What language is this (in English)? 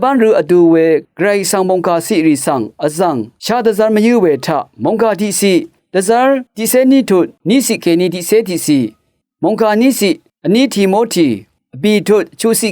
Rawang